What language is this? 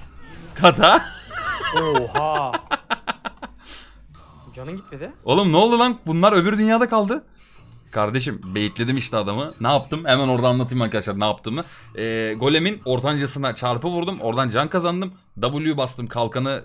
Turkish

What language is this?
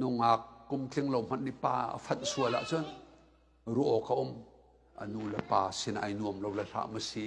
Hakha Chin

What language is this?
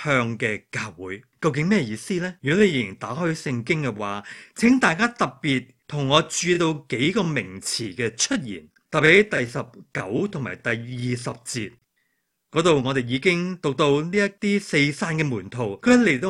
Cantonese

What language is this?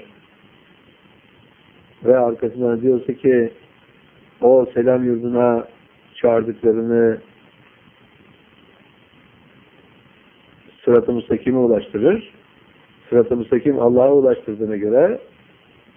Turkish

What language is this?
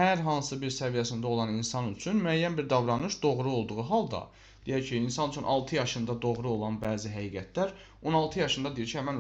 Azerbaijani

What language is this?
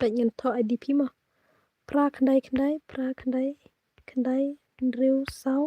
Khasi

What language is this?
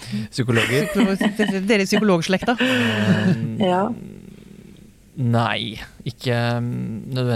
Norwegian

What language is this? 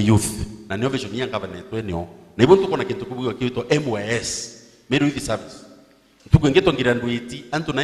Meru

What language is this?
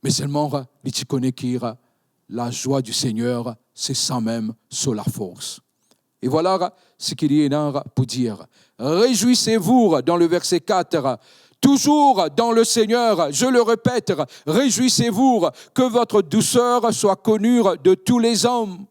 Morisyen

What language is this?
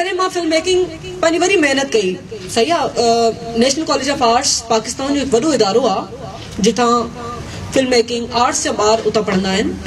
Sindhi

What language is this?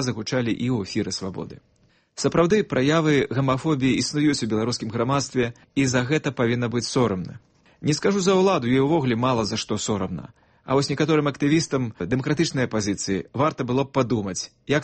Belarusian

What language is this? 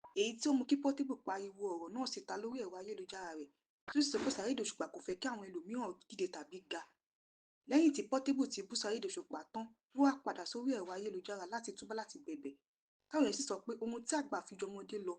Yoruba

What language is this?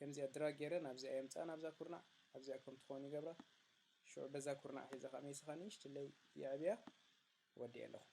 Tigrinya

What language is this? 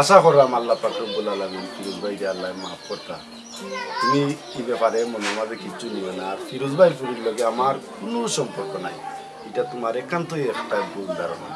Sylheti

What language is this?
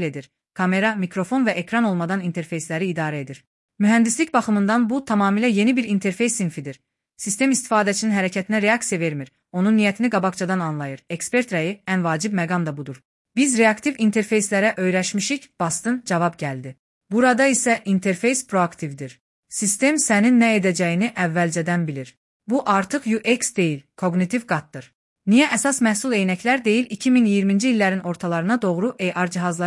Azerbaijani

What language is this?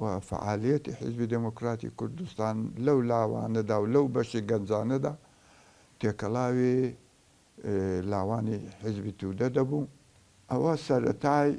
Central Kurdish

